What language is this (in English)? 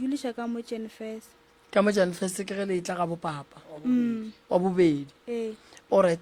Northern Sotho